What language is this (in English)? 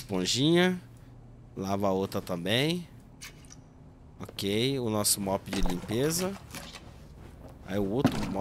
Portuguese